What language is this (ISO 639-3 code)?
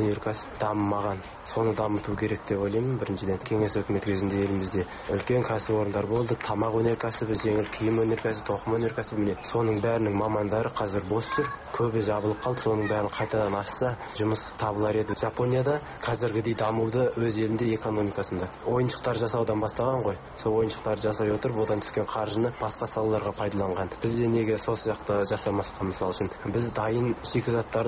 kaz